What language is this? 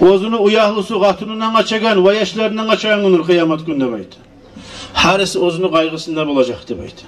Kumyk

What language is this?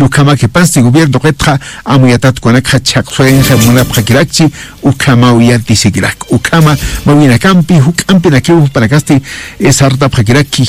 Aymara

